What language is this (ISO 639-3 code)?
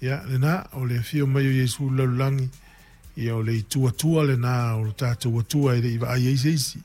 smo